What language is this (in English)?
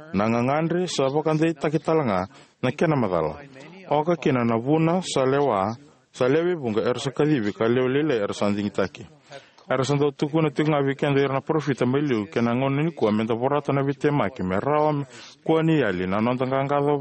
Fijian